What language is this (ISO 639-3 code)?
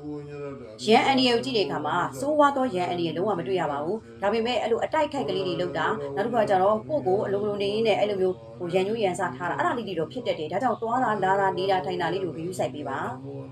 mya